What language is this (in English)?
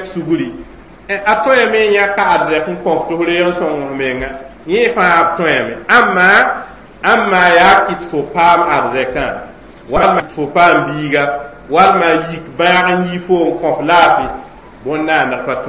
Mossi